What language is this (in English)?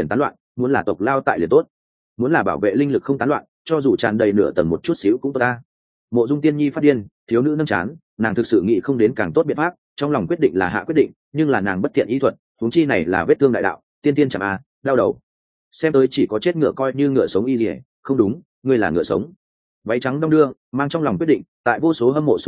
Vietnamese